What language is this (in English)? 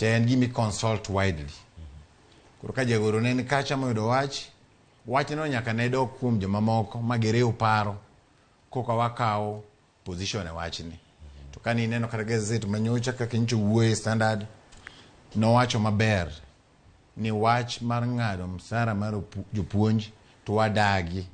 Luo (Kenya and Tanzania)